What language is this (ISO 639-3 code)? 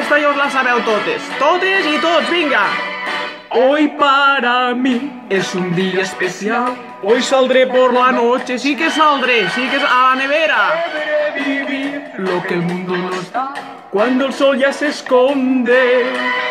cat